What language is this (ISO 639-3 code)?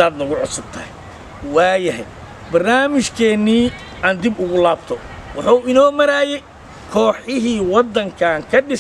som